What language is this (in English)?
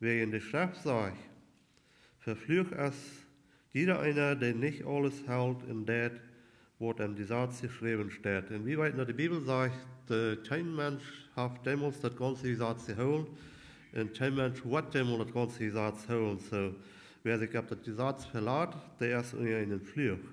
Plautdietsch